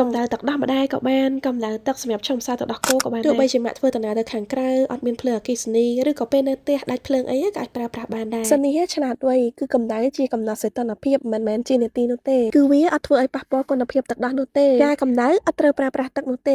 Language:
Khmer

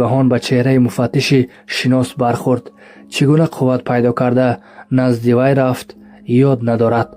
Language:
Tajik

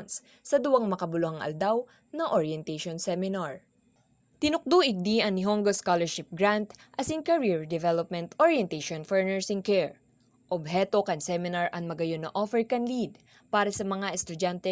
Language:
Bikol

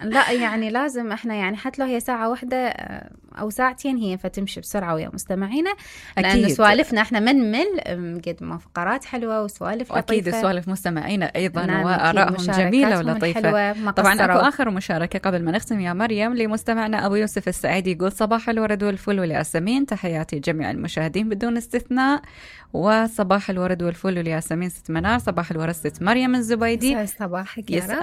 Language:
Mesopotamian Arabic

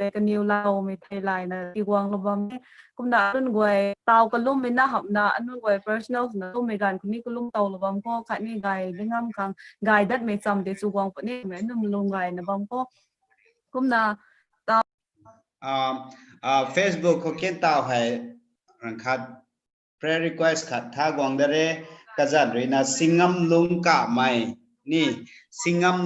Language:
Rongmei Naga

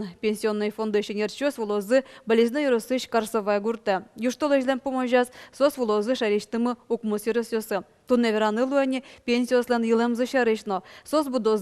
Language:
Udmurt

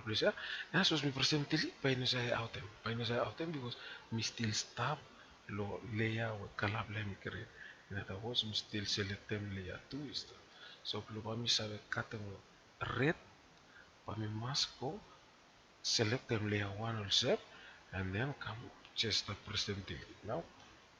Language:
Bislama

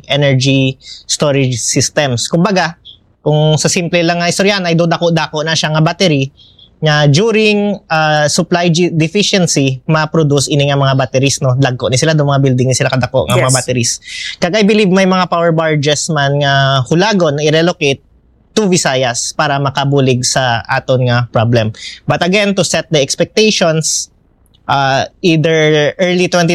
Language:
Hiligaynon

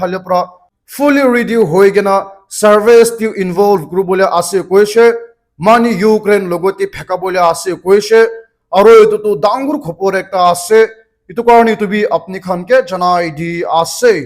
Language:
Naga Pidgin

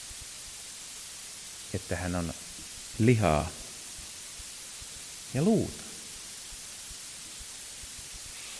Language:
Finnish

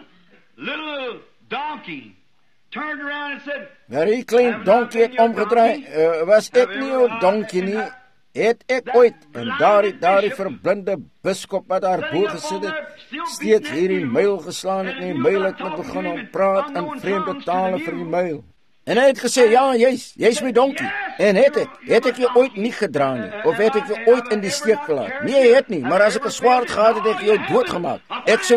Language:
Afrikaans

